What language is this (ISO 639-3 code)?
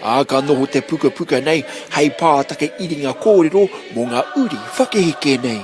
mri